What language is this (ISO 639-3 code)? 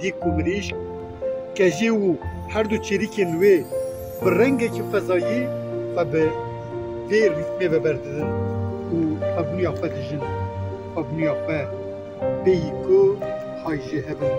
kur